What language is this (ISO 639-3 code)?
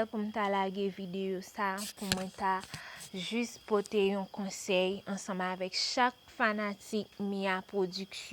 hat